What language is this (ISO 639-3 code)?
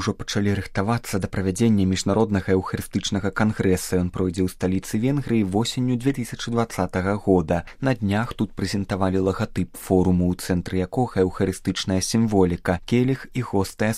bel